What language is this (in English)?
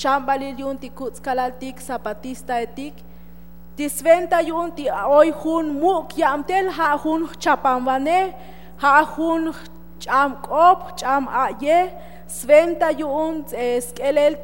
Tzotzil